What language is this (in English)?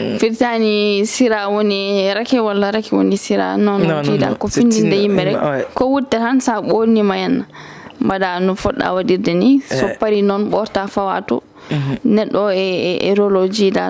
Fula